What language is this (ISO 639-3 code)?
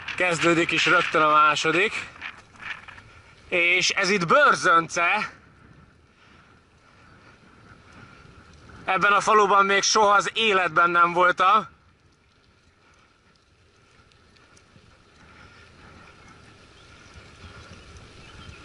hun